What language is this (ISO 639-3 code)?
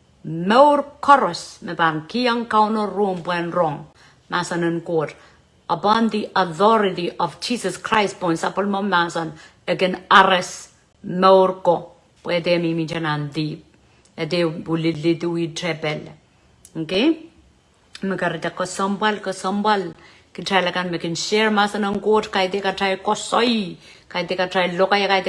pon